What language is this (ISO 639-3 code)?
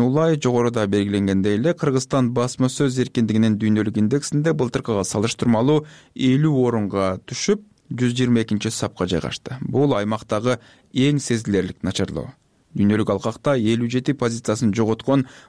kir